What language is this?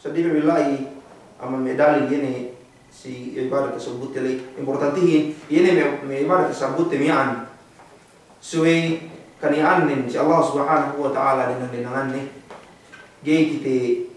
Yakan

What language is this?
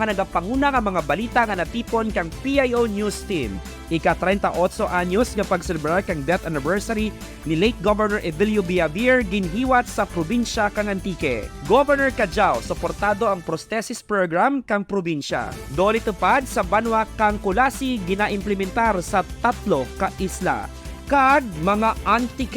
Kinaray-a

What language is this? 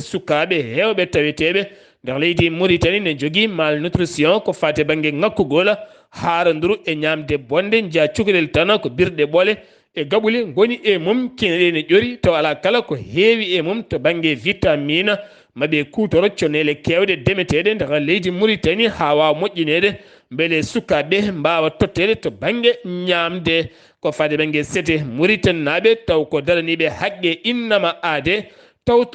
Fula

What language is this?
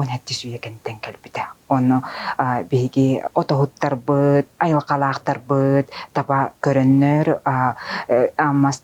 Yakut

